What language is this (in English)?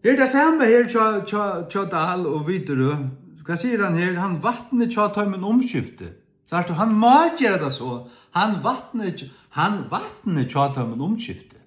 Faroese